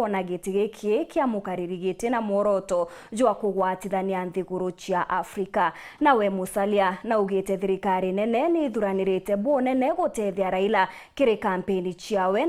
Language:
Meru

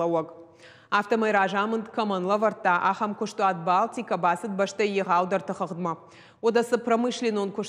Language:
Ossetic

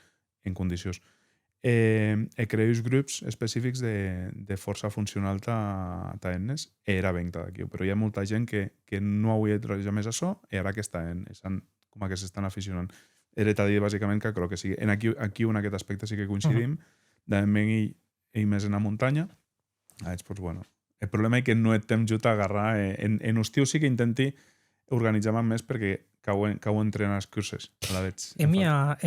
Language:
Occitan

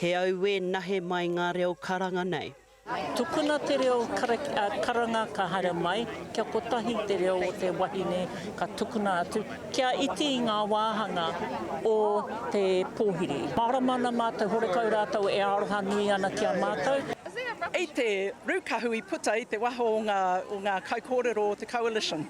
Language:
Māori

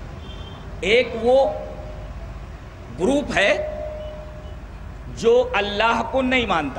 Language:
Urdu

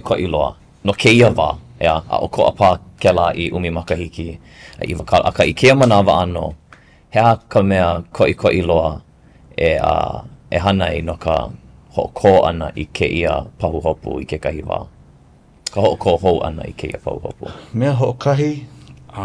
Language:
Hawaiian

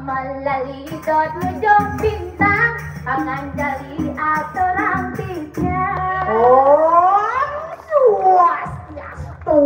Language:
Balinese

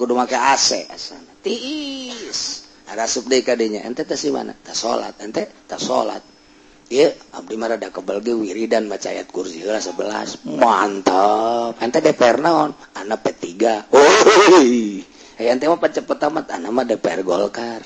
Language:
Sundanese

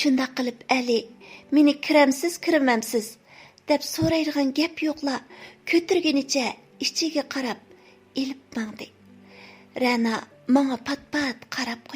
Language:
Uyghur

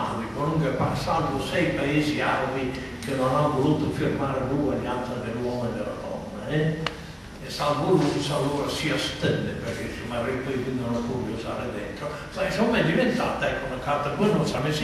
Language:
Italian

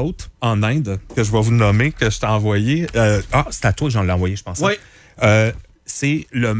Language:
French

